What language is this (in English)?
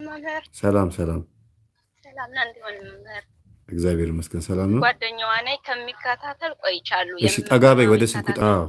Amharic